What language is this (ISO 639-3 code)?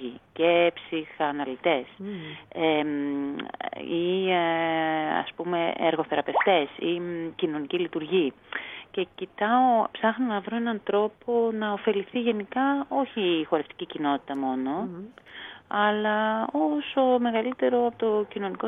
ell